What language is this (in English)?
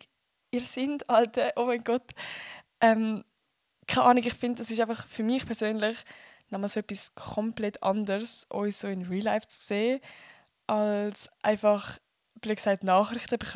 Swiss German